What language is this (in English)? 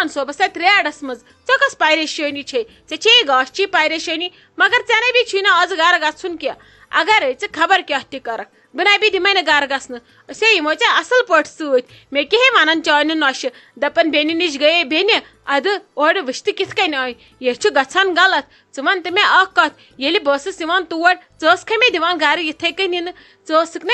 Kashmiri